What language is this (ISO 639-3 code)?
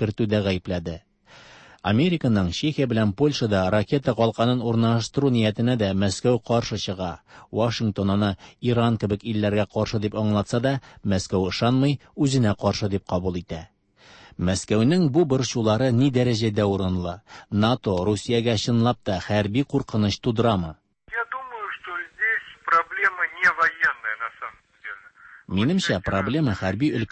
tat